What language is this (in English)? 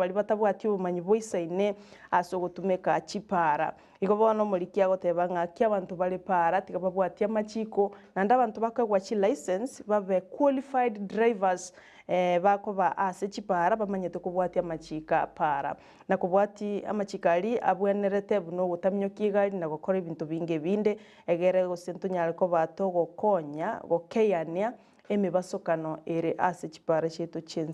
Gusii